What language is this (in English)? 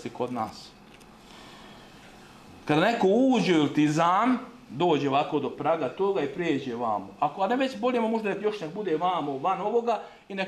Bosnian